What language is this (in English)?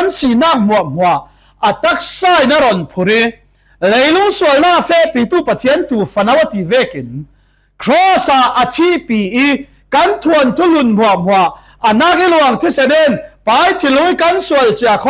Falam Chin